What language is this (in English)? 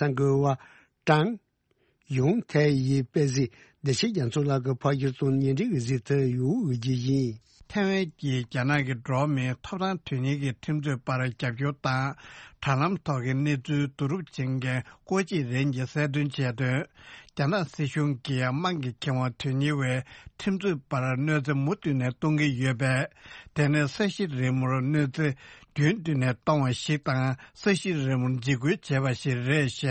Tibetan